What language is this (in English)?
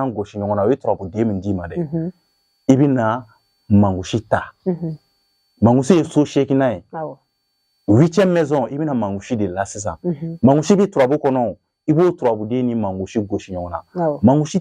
Bambara